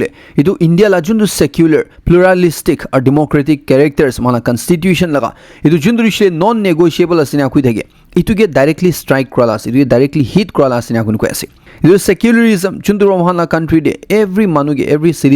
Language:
Naga Pidgin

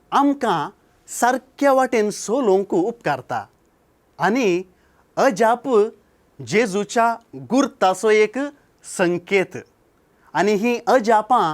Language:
Konkani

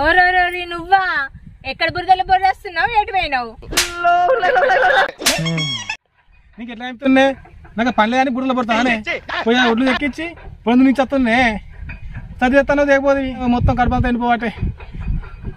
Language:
Telugu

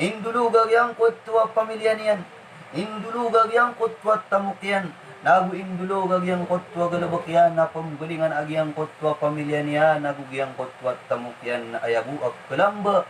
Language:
Maranao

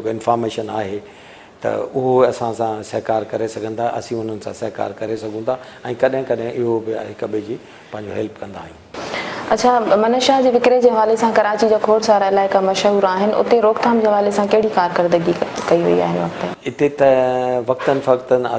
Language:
Sindhi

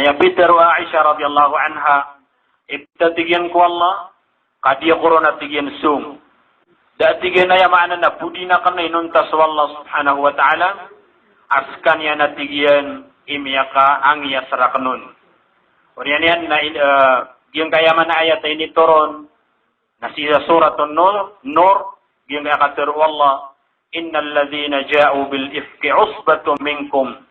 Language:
Maranao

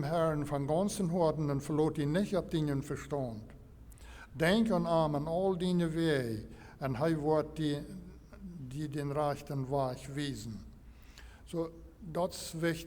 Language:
Plautdietsch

